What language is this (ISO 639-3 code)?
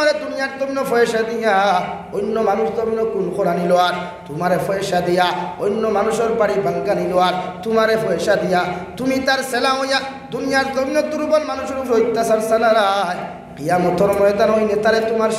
syl